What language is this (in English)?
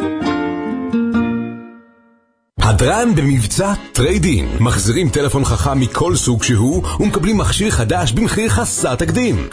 Hebrew